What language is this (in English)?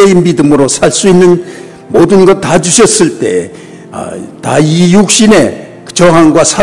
Korean